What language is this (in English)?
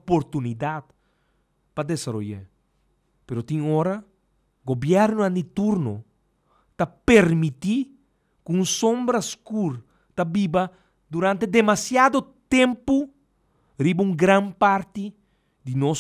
Papiamento